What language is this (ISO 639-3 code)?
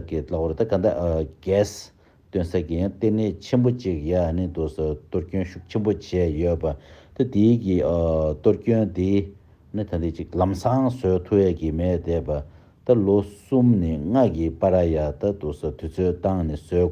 bod